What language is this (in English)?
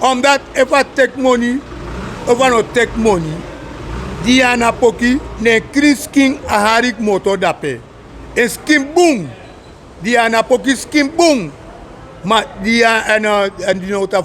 Sranan Tongo